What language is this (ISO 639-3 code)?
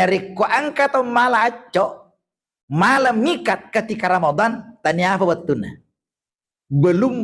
bug